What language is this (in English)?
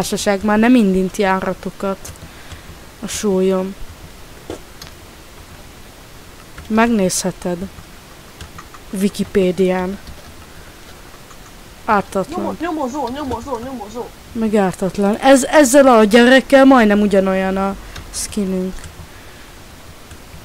Hungarian